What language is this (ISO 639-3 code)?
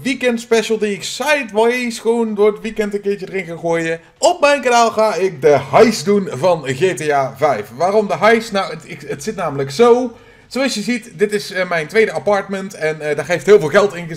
nld